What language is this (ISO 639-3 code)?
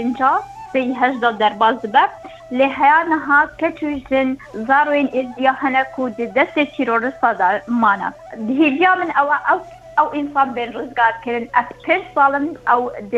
kur